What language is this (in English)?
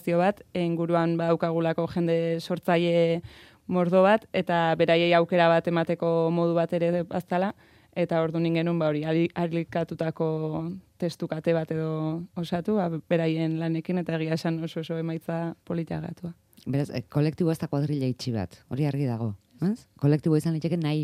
Basque